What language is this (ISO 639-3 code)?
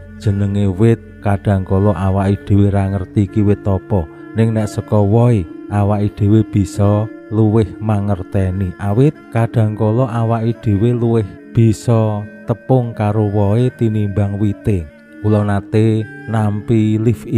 jav